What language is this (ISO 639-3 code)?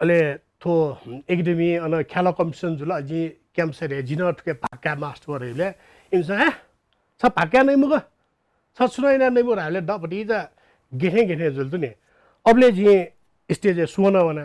new